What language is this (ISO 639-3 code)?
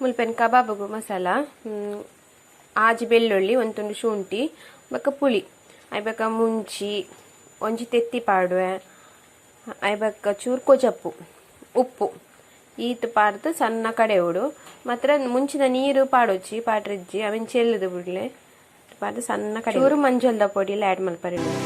tcy